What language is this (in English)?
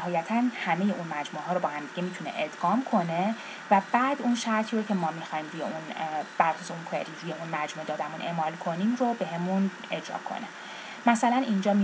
Persian